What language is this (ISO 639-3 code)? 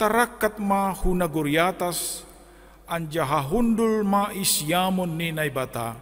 bts